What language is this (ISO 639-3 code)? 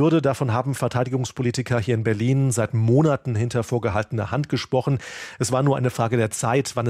deu